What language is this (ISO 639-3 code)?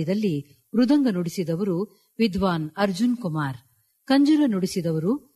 kan